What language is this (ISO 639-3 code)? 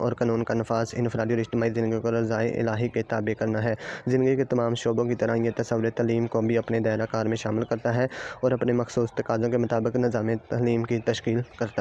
urd